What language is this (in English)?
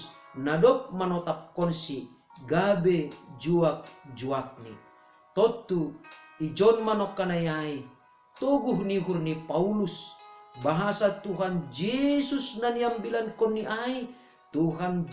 Batak Simalungun